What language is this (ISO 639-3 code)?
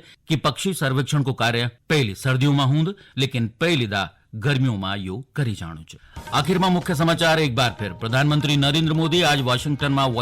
gbm